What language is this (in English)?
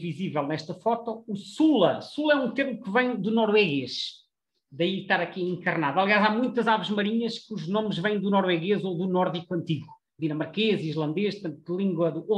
Portuguese